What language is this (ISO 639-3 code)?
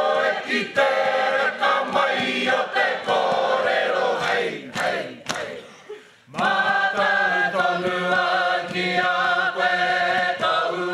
mri